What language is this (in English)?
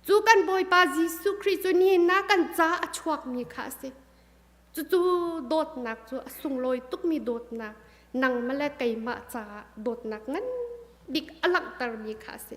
Hakha Chin